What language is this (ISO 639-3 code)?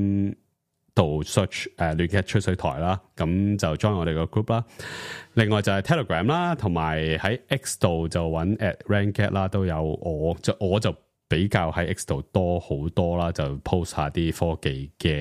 yue